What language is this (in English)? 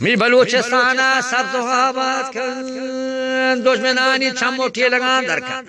Eastern Balochi